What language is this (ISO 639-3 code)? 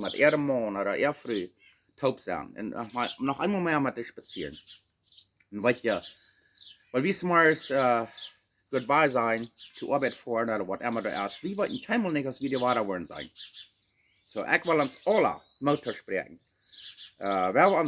pdt